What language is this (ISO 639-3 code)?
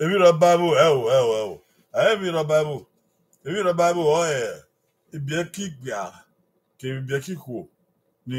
bin